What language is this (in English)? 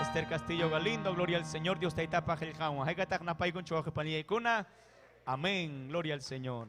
Ayacucho Quechua